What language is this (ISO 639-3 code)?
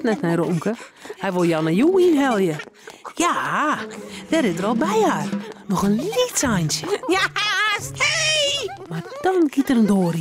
fry